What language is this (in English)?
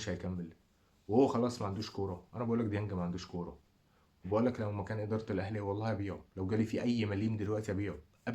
Egyptian Arabic